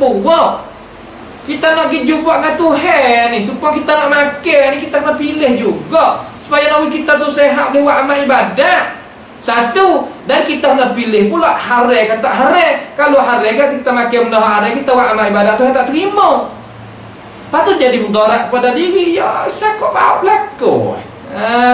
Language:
Malay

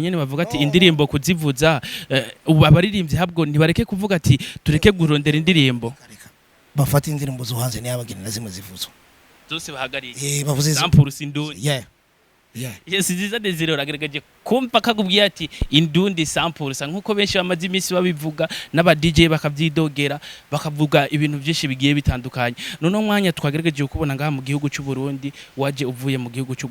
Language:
Rundi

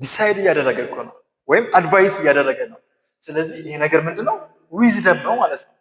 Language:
Amharic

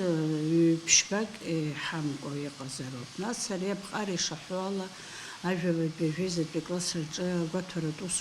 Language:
Abkhazian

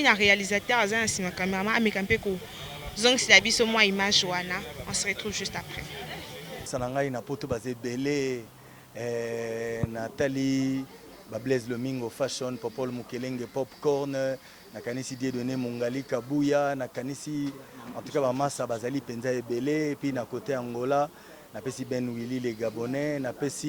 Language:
Lingala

